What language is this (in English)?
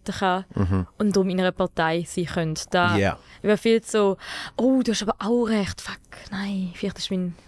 Swiss German